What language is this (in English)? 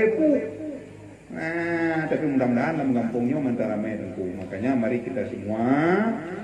Achinese